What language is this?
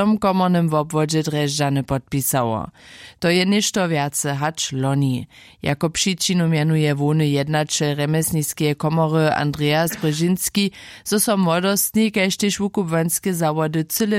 Upper Sorbian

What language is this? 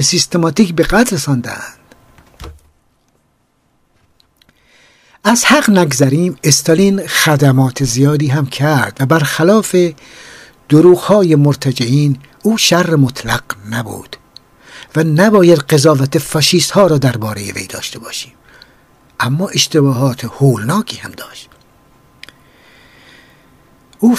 Persian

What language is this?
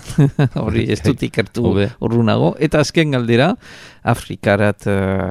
Basque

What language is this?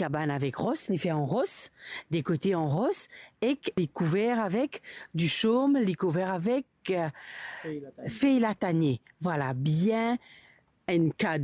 Morisyen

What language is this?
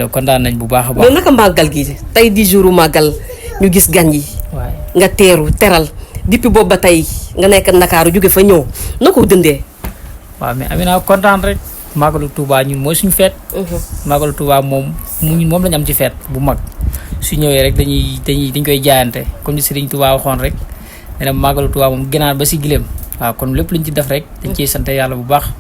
Wolof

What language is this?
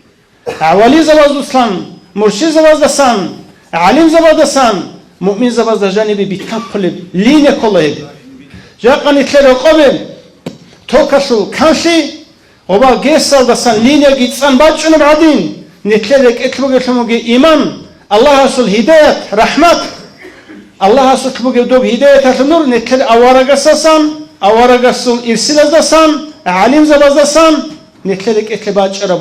Avaric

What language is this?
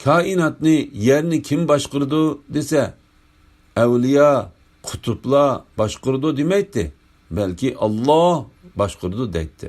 Uyghur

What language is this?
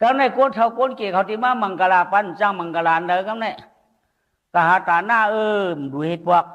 Shan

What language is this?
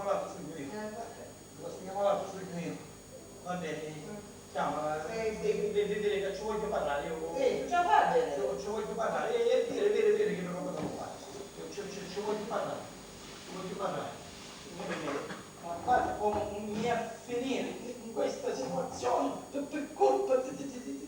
Sicilian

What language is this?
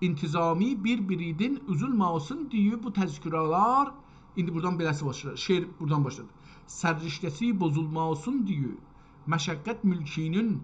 South Azerbaijani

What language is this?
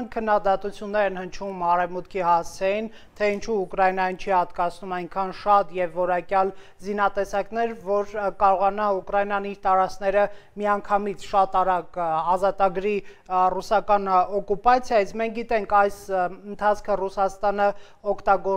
Armenian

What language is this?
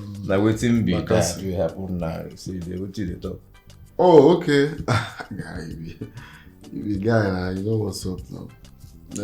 Nigerian Pidgin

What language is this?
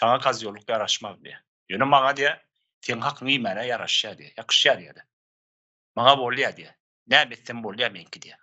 Turkmen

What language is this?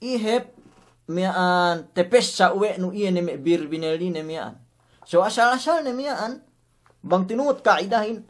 Yakan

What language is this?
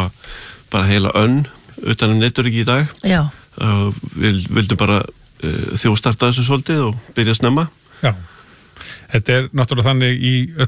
Icelandic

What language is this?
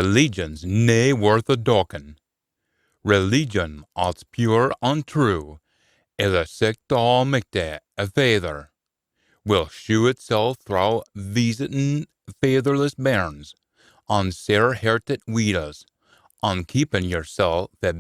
Scots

